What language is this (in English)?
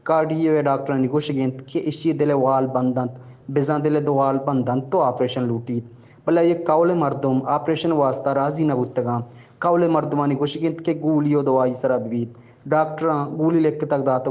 Baluchi